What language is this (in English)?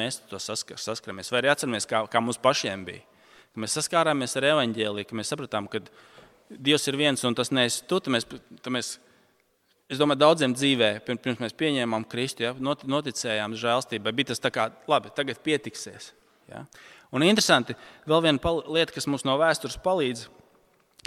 Latvian